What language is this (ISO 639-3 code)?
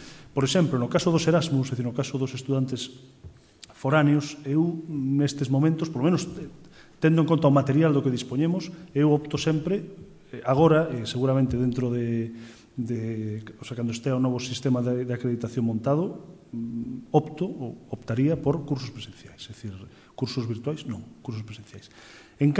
glg